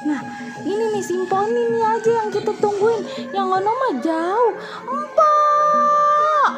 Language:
Betawi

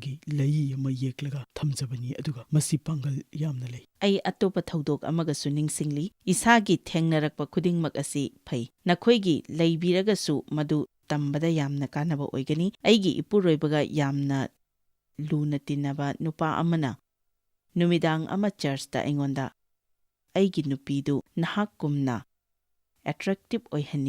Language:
Manipuri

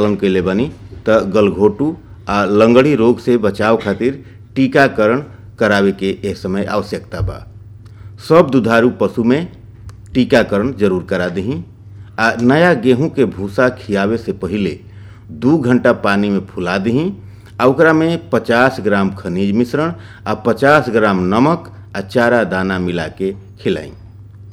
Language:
Bhojpuri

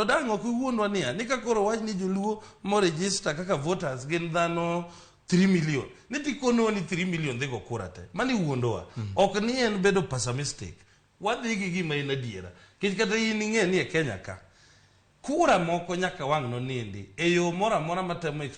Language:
Luo (Kenya and Tanzania)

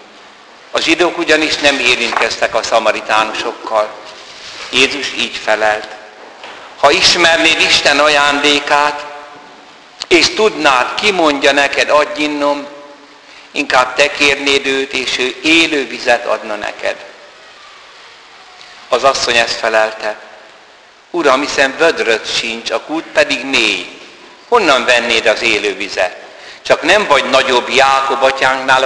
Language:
Hungarian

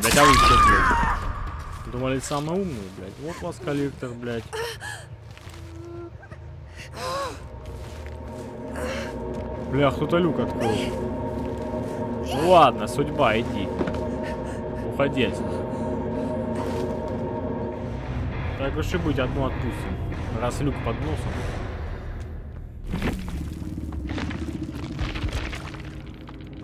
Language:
Russian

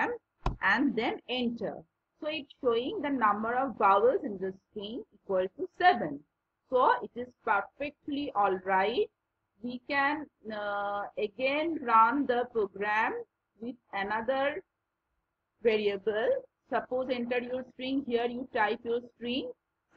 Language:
English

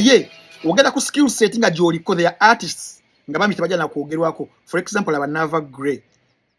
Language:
Ganda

